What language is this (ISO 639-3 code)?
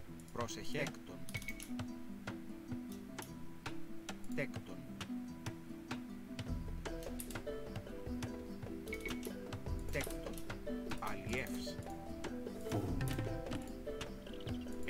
ell